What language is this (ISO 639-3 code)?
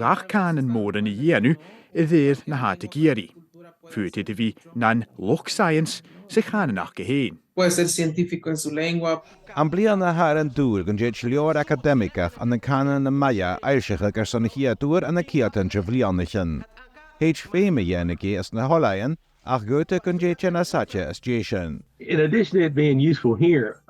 gla